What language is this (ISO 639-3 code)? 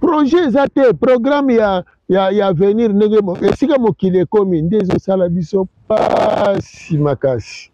lin